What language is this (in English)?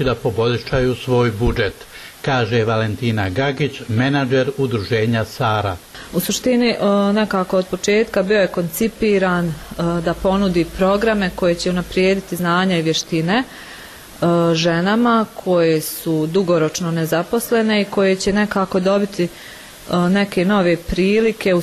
Bosnian